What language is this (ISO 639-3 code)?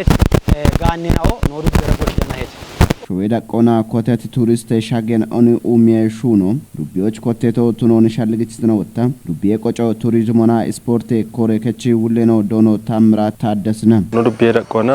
kbr